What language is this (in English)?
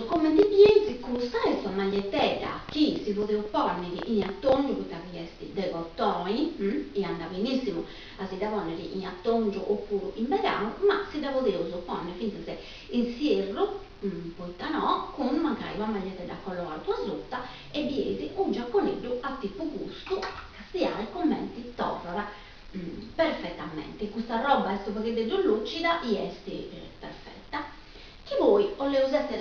Sardinian